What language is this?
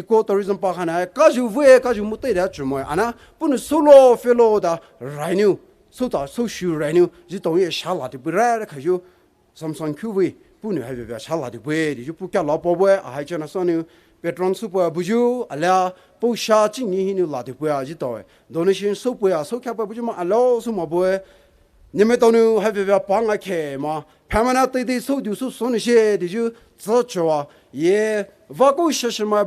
Poumei Naga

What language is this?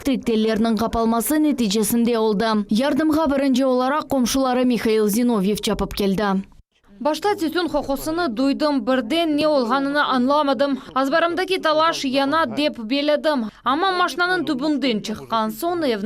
Crimean Tatar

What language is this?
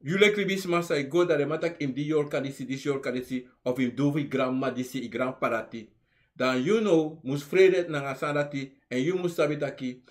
Sranan Tongo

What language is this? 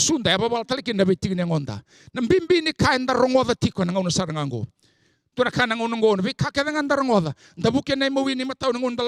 Fijian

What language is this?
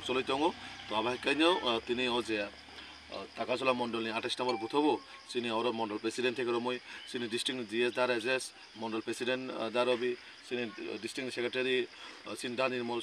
Kok Borok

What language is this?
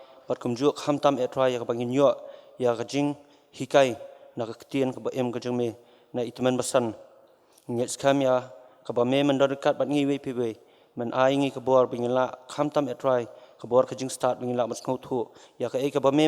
Khasi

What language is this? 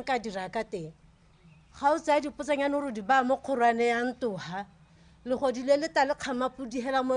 Tswana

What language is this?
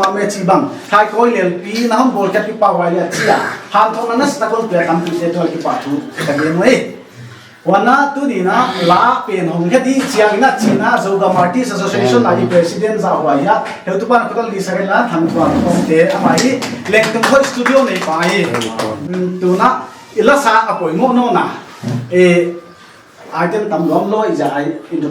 Paite Chin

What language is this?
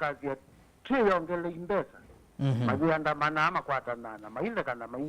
Kamba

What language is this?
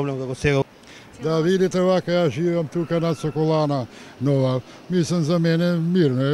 Macedonian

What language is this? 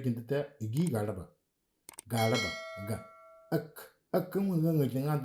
Moro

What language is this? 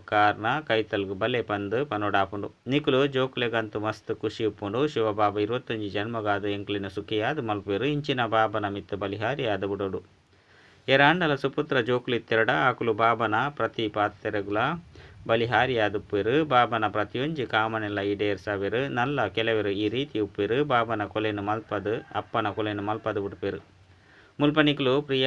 Tulu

